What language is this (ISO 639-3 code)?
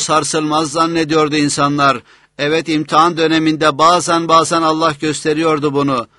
tur